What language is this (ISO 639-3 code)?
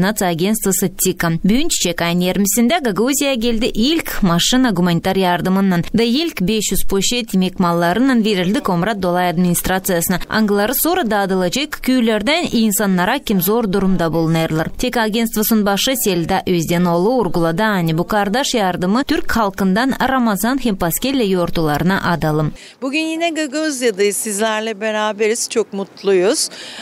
gag